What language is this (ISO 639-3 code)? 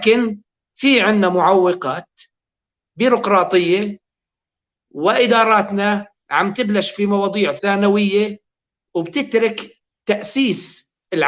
apc